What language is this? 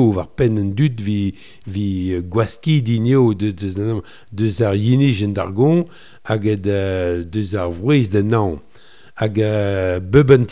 Breton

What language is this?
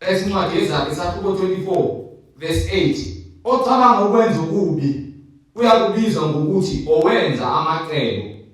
Zulu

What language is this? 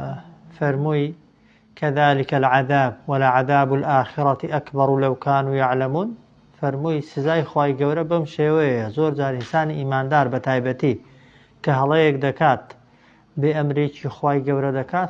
Central Kurdish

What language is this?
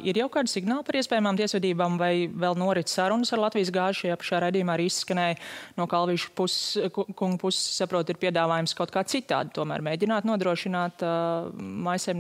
Latvian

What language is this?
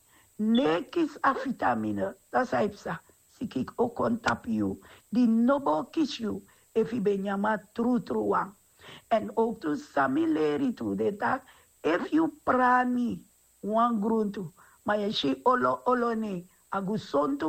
Sranan Tongo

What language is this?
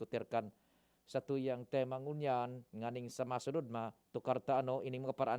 Bikol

